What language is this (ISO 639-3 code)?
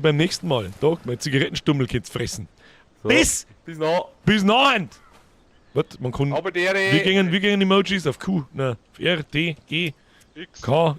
bar